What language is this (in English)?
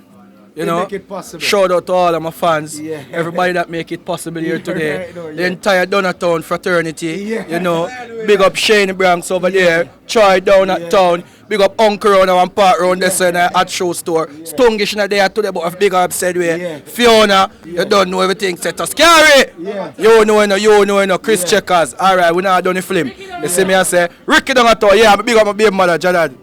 Jamaican Creole English